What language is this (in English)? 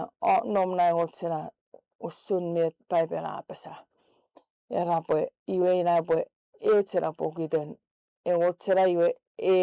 Chuukese